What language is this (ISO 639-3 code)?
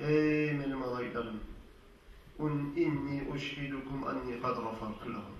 kum